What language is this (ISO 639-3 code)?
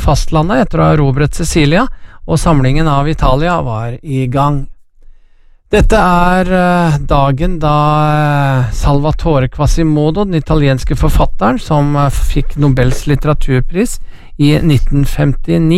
nor